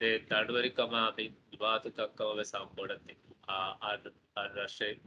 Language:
Divehi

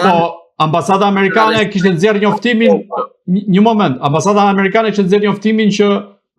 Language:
Albanian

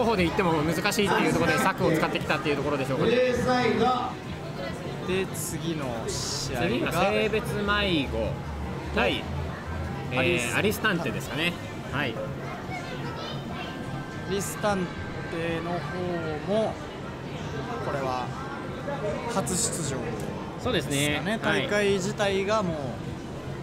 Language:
Japanese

